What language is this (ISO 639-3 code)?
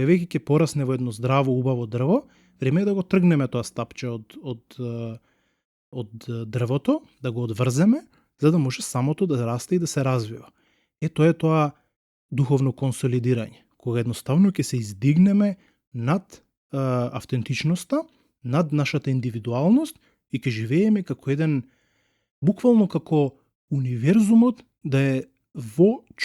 mkd